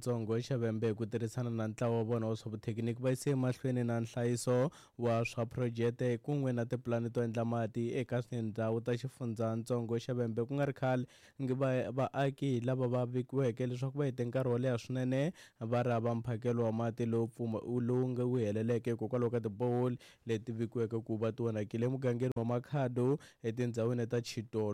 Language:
Tsonga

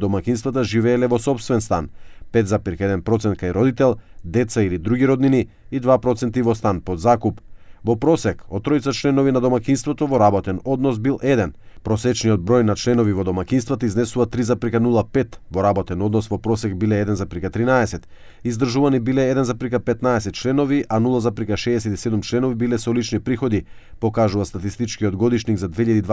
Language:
Macedonian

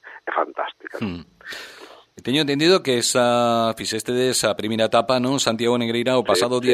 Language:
Galician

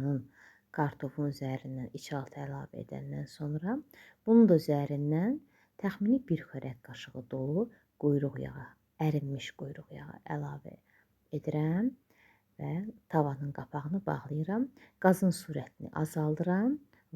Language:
Azerbaijani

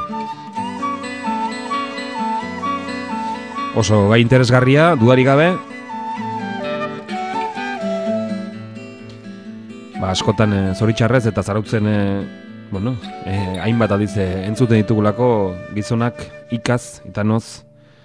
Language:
Basque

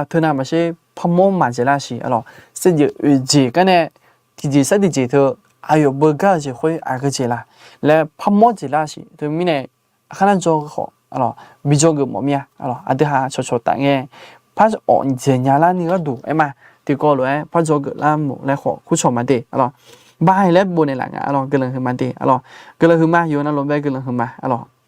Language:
Akha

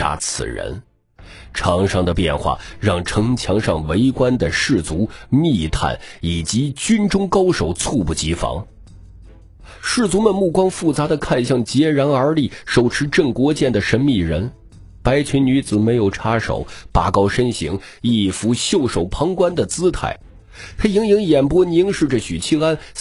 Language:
Chinese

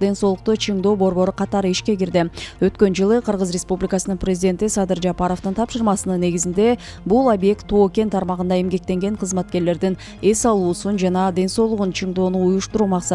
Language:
Kyrgyz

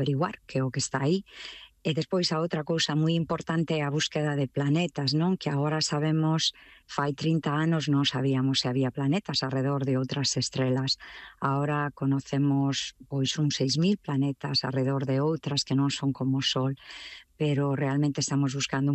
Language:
Galician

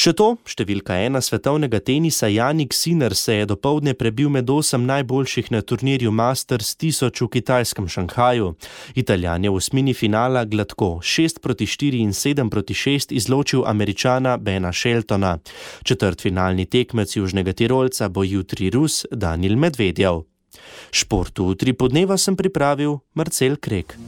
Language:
Slovenian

